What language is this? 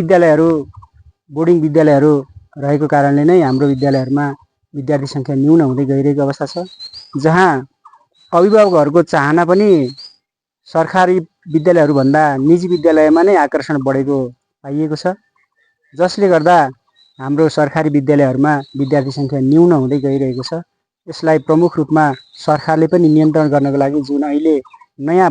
Nepali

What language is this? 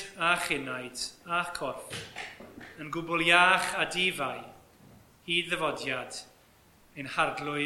Welsh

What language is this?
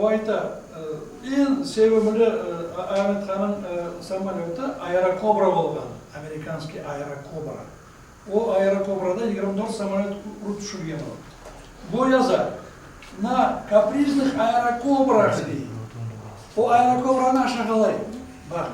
Crimean Tatar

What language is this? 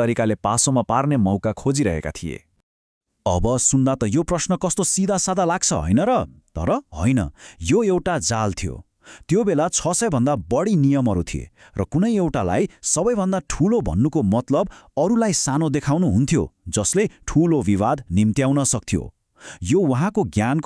Nepali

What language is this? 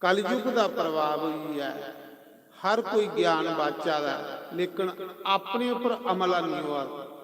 Dogri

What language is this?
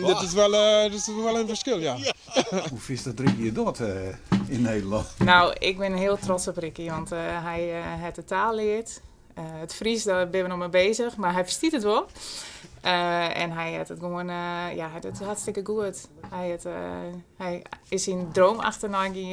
Western Frisian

